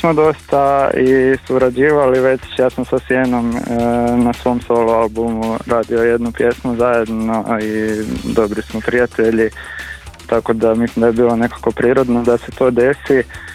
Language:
Croatian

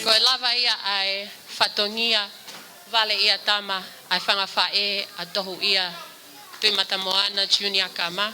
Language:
Tongan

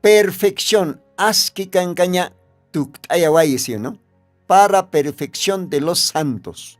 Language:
Aymara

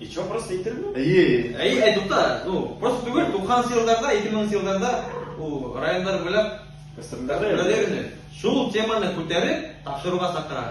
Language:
Bashkir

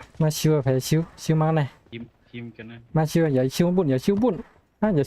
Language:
Shan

